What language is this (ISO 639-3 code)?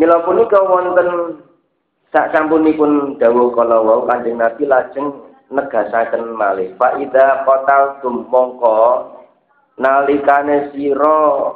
jav